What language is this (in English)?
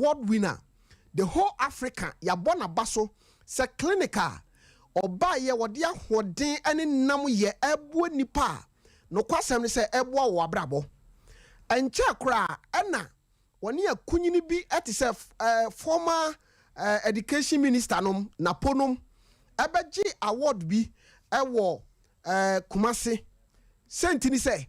Akan